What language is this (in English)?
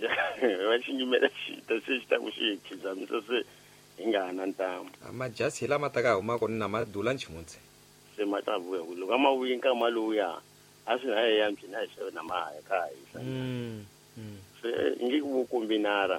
Tsonga